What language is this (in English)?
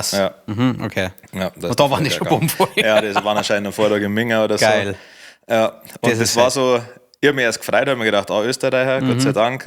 Bavarian